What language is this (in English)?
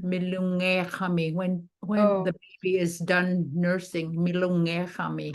Inupiaq